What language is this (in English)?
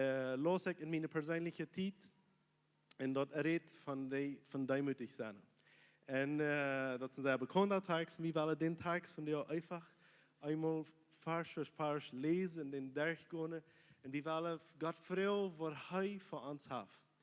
Plautdietsch